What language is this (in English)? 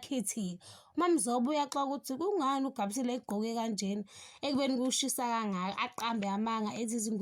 Zulu